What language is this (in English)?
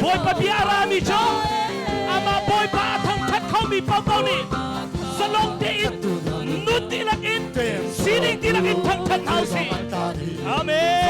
Hakha Chin